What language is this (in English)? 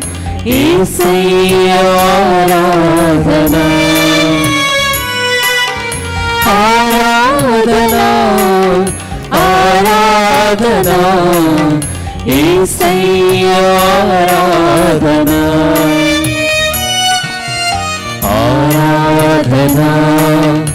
Telugu